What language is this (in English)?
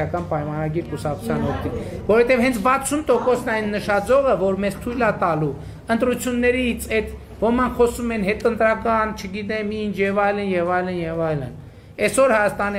Armenian